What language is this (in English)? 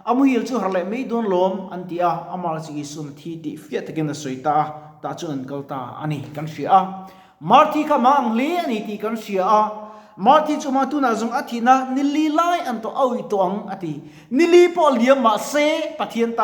Mizo